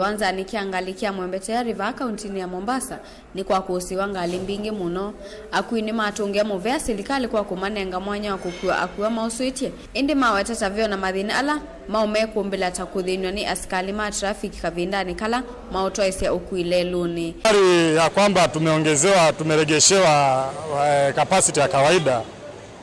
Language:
Kamba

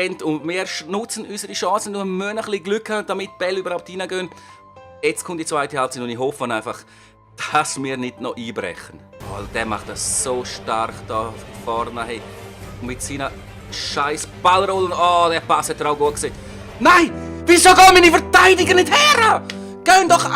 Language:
Swiss German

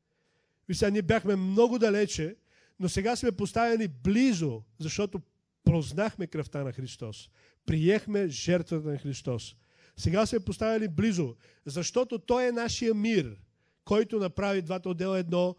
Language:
Bulgarian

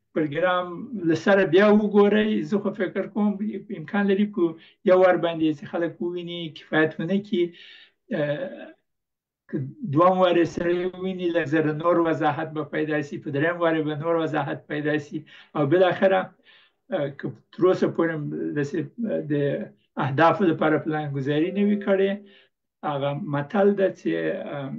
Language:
Pashto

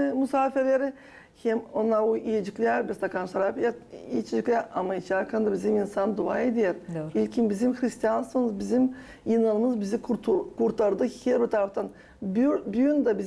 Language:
Gagauz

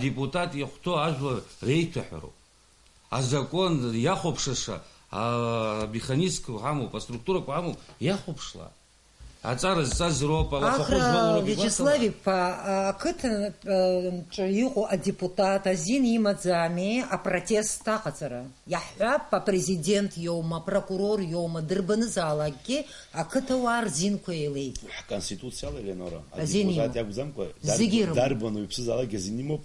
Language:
Abkhazian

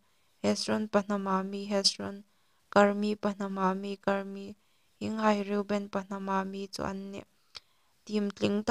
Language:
Hmar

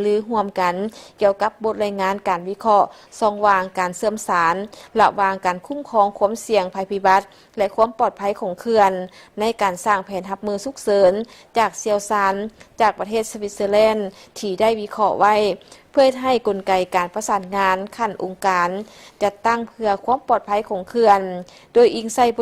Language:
Lao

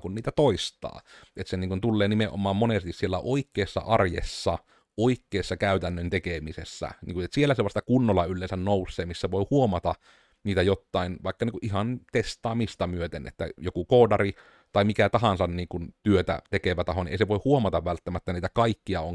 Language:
Finnish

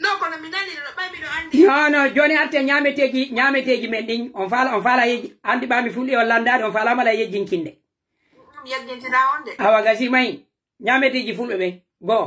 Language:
Pular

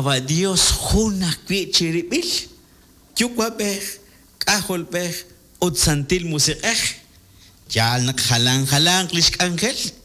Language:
Kekchí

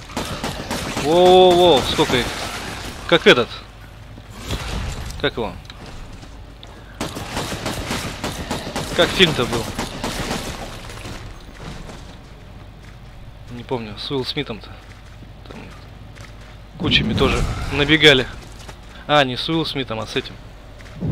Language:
Russian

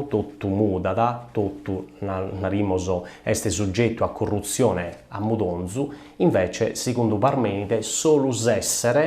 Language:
Sardinian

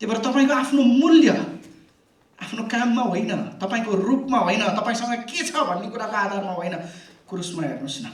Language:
Nepali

